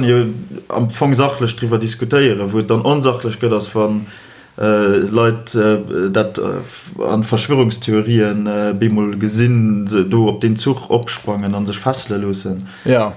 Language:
Luxembourgish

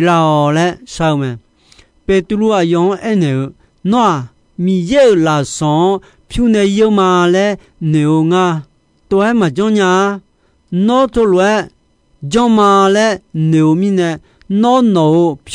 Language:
Akha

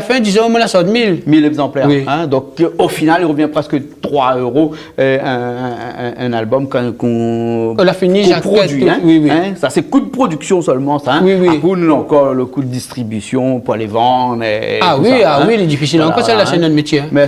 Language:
Réunion Creole French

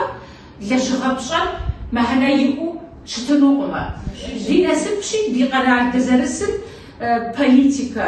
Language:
Kabardian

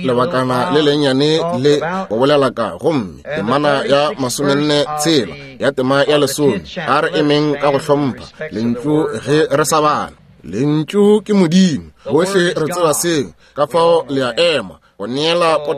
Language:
Northern Sotho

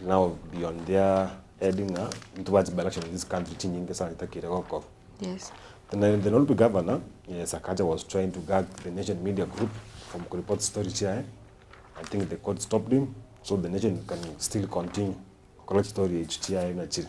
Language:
Gusii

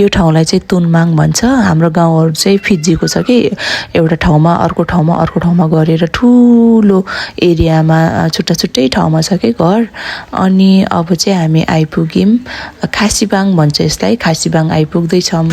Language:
Nepali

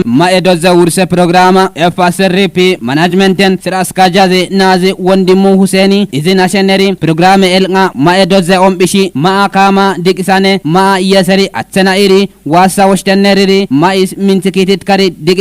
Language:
Kafa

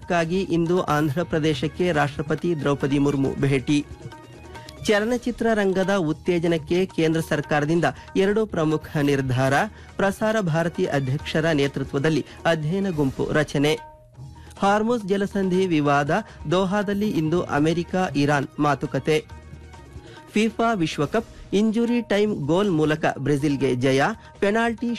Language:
Kannada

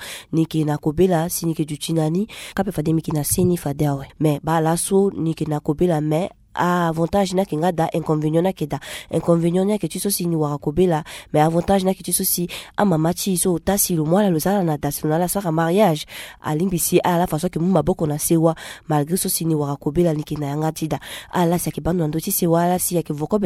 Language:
Sango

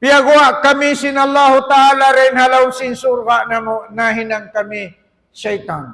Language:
Tausug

